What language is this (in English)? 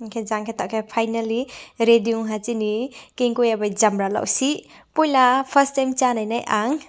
Riang (India)